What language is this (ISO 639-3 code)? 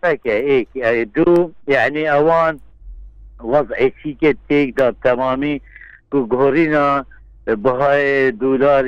kur